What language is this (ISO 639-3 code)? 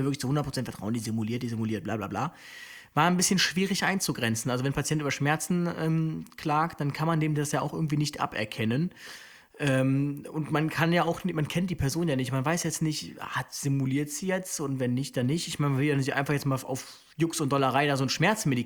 deu